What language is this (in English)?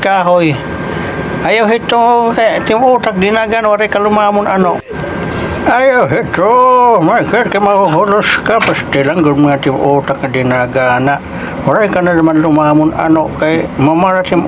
Waray